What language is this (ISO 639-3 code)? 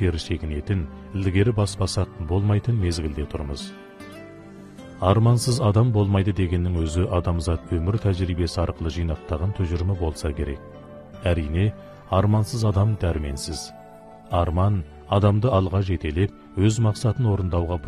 kaz